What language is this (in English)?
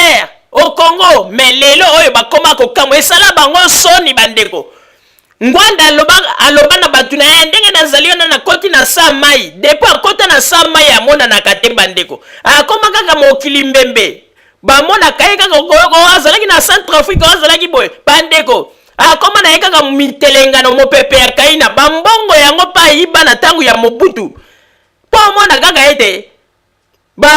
Lingala